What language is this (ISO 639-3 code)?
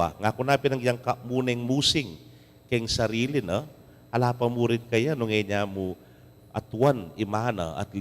pam